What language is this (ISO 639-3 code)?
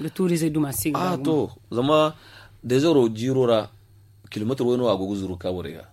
dje